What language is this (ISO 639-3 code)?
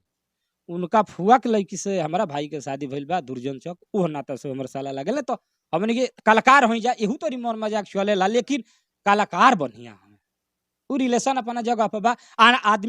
bho